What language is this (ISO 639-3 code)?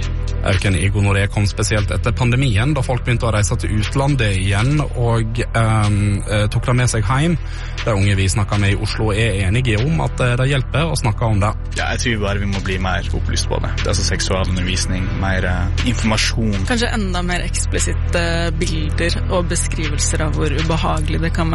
nor